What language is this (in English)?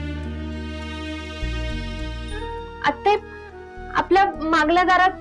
Marathi